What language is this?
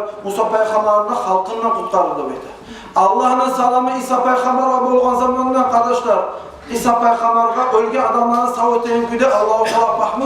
Kumyk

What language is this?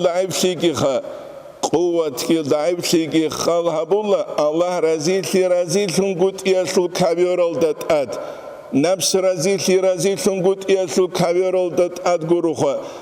Avaric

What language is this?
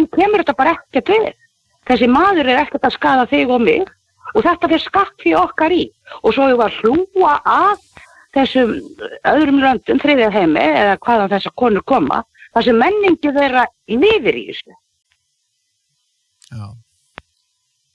Icelandic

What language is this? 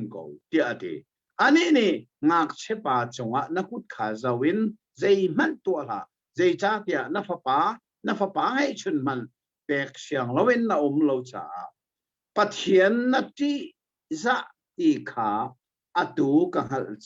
Hakha Chin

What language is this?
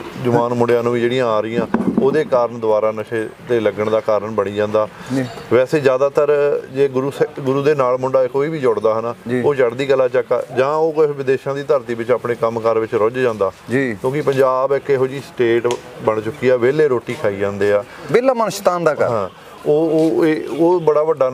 Punjabi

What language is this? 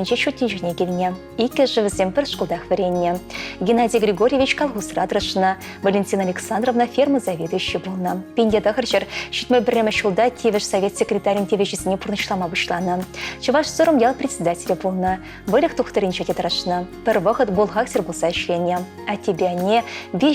Chuvash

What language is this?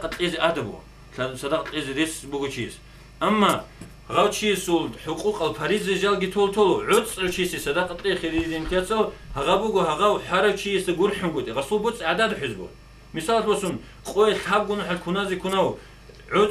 Avaric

